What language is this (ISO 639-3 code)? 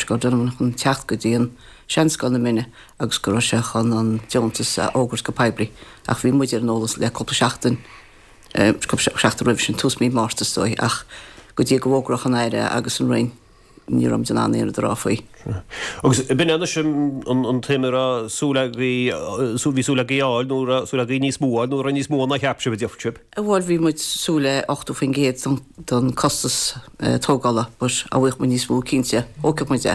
gle